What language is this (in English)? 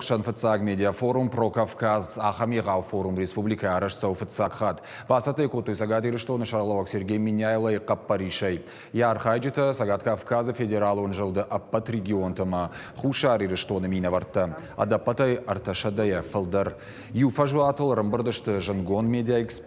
Ossetic